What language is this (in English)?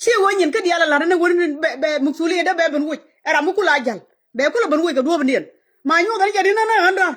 Nuer